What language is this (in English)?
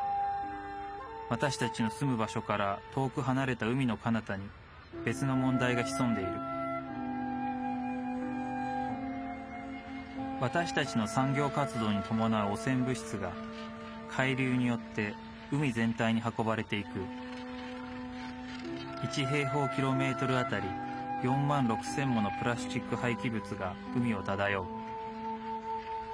Japanese